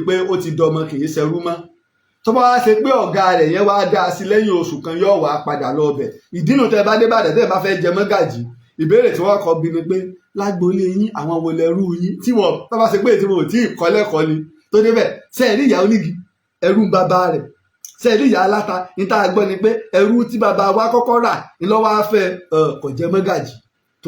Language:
Yoruba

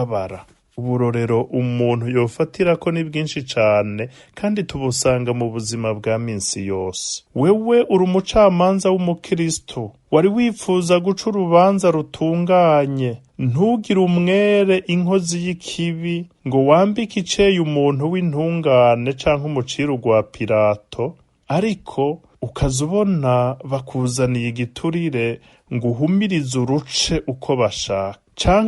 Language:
Rundi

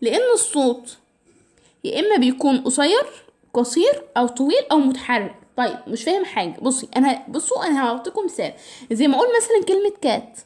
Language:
Egyptian Arabic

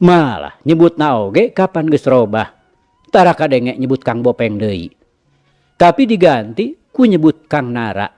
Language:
Sundanese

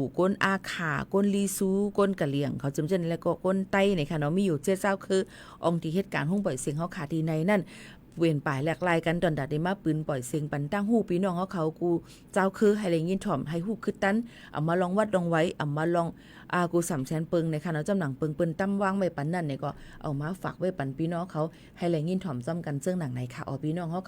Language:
Shan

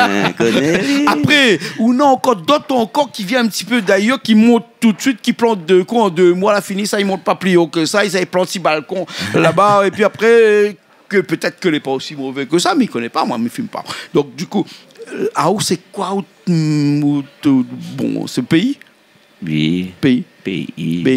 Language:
Réunion Creole French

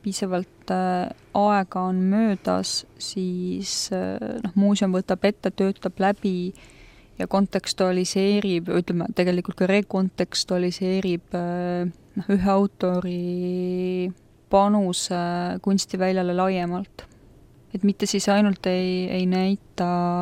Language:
Estonian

